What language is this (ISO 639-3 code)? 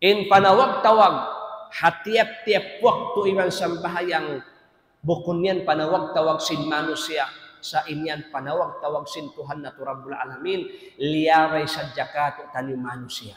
tsg